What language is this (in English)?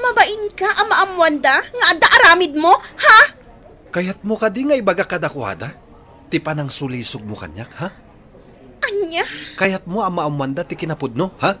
Iloko